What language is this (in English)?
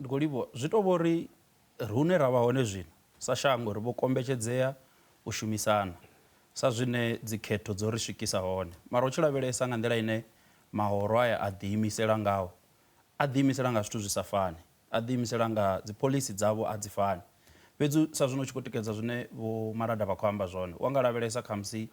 Venda